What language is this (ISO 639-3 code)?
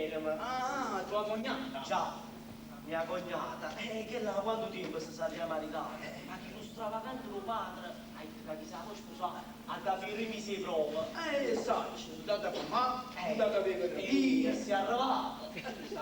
nap